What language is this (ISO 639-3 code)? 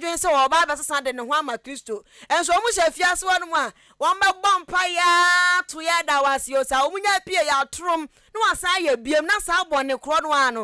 aka